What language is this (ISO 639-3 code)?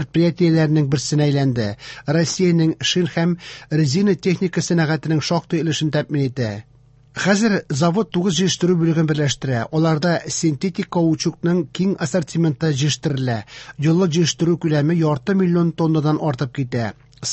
tat